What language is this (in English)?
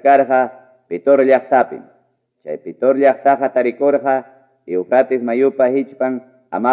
Ayacucho Quechua